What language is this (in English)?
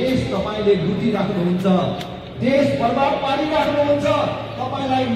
Nepali